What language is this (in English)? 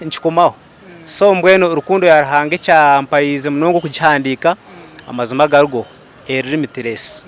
Nyankole